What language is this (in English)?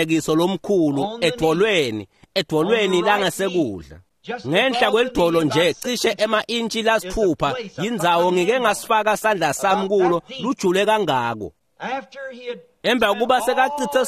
Swati